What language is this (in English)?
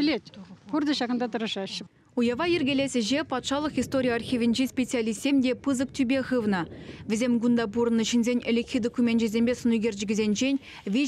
Chuvash